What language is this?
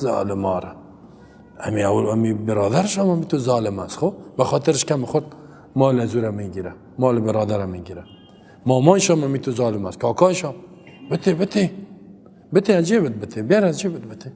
Persian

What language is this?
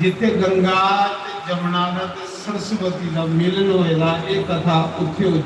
Dogri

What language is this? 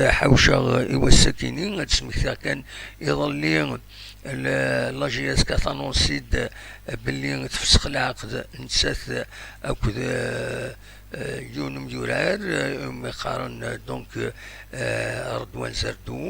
Kabyle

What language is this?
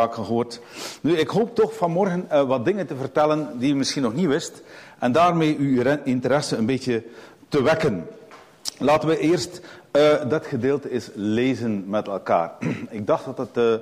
Dutch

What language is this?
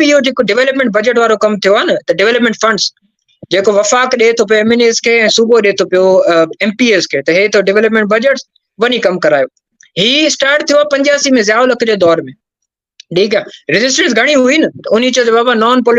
Sindhi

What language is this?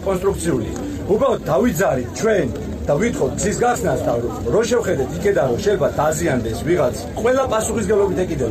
Georgian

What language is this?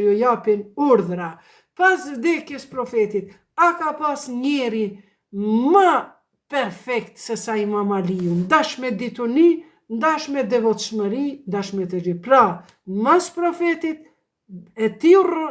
Albanian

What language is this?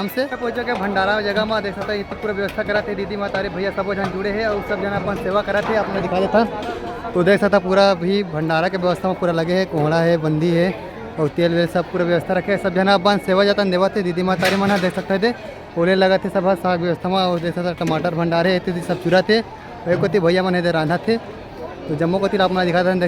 Chhattisgarhi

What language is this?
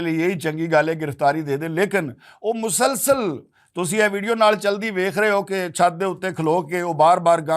Western Panjabi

